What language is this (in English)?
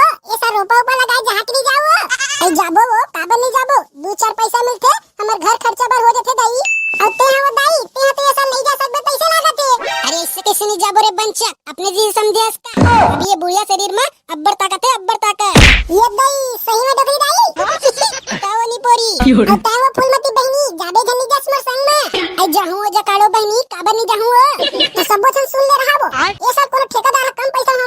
Chhattisgarhi